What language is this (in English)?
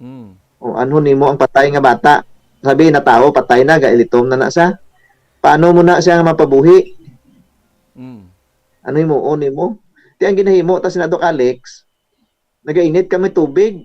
Hiligaynon